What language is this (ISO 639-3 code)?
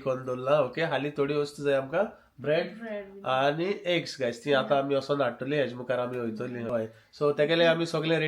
kok